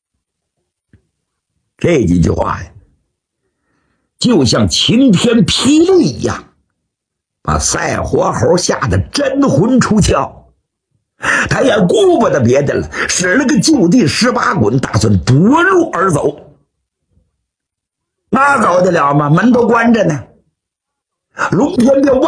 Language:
Chinese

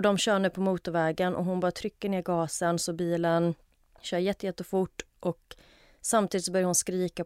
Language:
Swedish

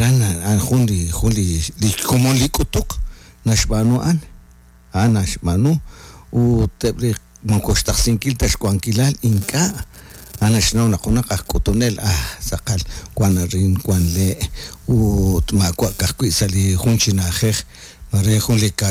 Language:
Kekchí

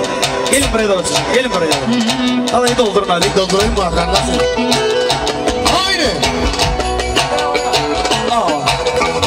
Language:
Turkish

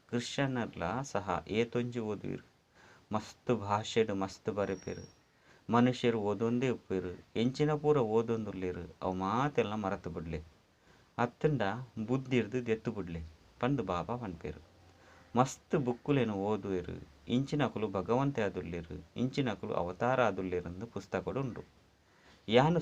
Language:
Tulu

